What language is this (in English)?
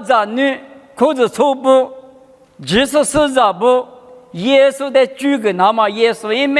Lisu